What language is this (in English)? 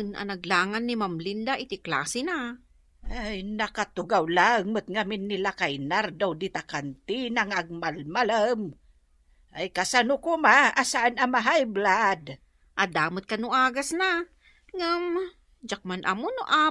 Iloko